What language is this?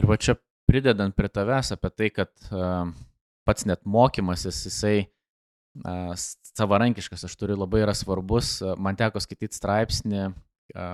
Lithuanian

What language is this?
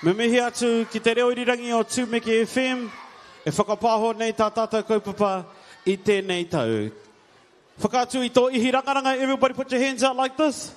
Māori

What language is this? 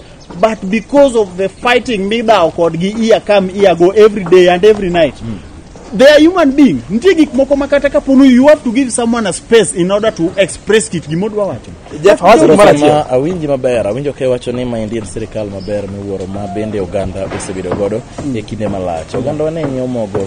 Luo (Kenya and Tanzania)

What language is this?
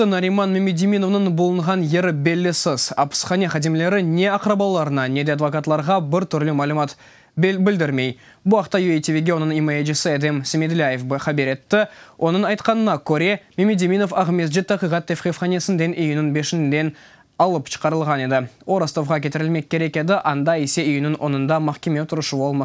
Crimean Tatar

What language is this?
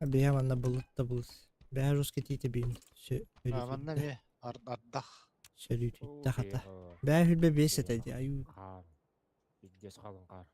Yakut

